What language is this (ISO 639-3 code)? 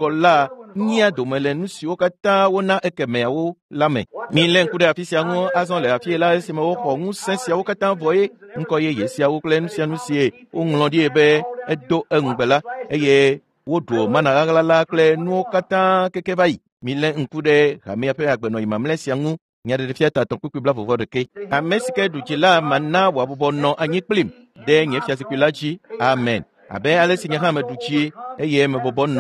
ewe